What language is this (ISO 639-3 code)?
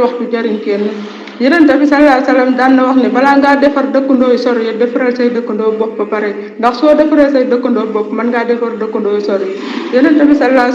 wol